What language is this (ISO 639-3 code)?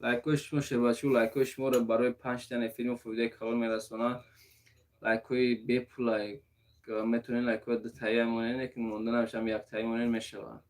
tgk